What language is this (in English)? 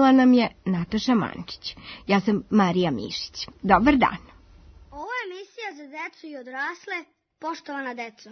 Serbian